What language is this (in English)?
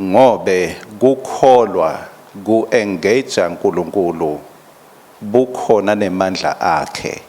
Swati